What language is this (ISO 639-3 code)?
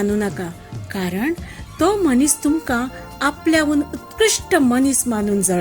kok